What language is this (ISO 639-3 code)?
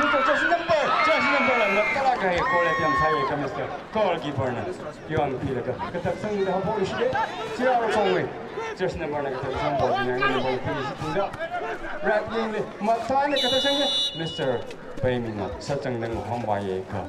nmf